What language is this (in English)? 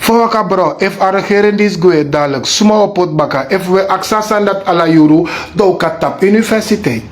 Sranan Tongo